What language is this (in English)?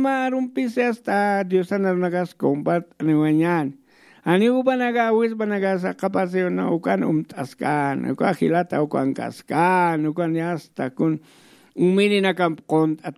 Aymara